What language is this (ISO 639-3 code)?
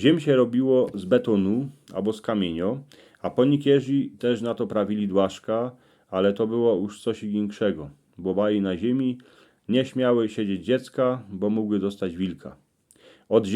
szl